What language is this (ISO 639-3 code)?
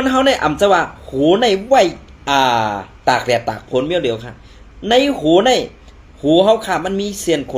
shn